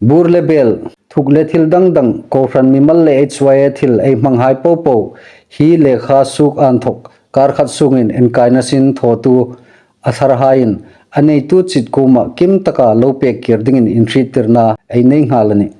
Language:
Hmar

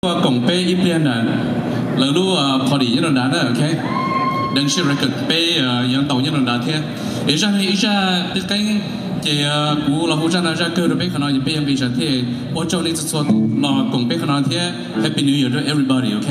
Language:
Hmong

